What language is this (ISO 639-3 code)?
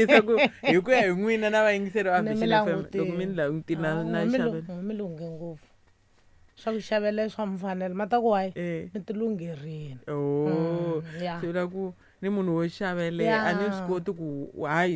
tso